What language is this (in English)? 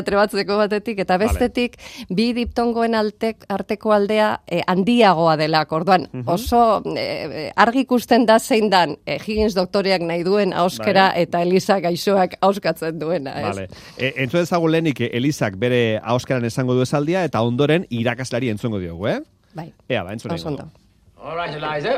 Basque